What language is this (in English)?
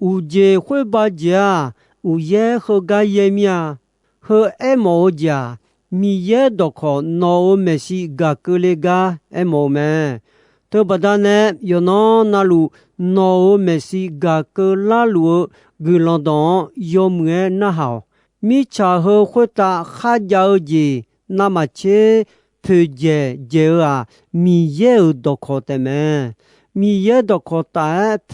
Akha